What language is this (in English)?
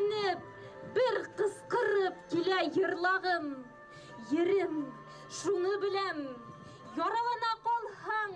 Bashkir